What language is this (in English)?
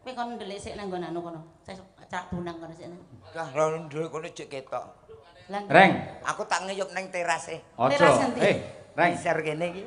Javanese